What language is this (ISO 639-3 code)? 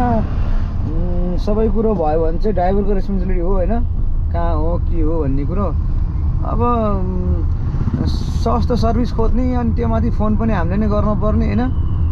nep